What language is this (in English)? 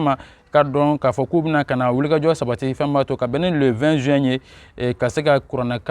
Bambara